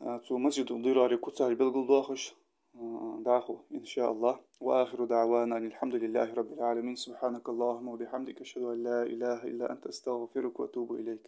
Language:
Ingush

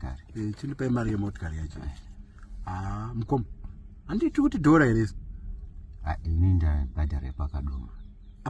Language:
Shona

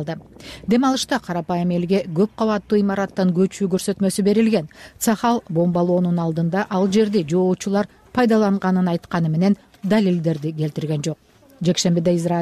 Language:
Kyrgyz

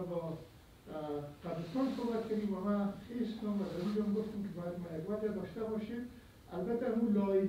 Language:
Persian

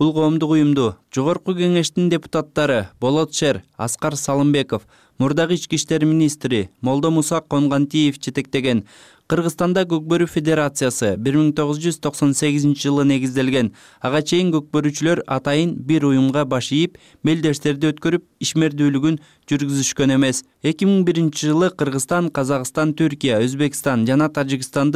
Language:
Kyrgyz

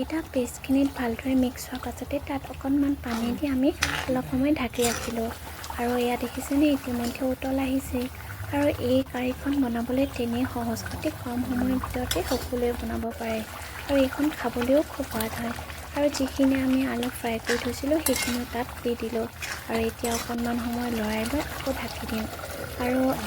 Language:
Assamese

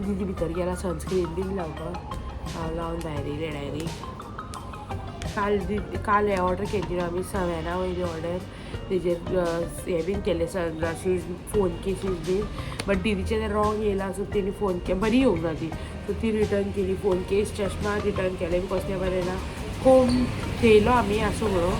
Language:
Konkani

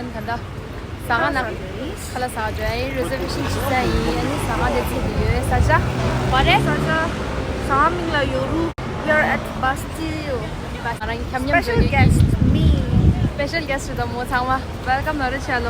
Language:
Tibetan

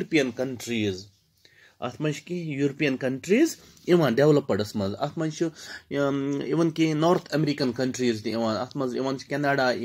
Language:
Kashmiri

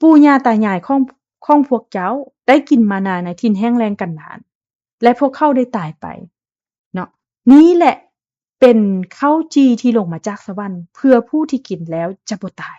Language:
Lao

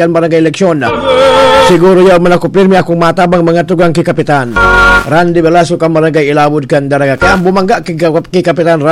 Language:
Bikol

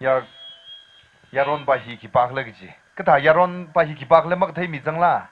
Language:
Tangkhul Naga (India)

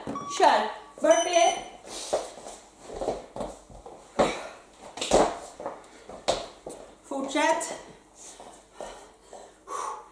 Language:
Swedish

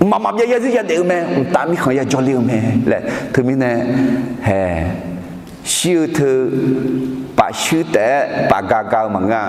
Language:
Akha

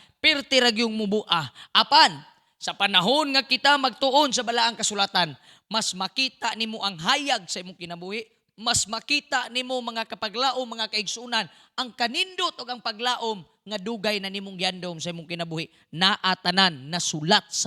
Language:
Cebuano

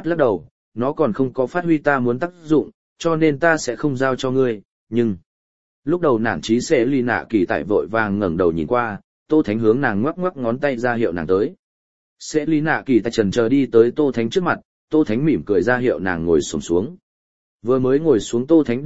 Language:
Vietnamese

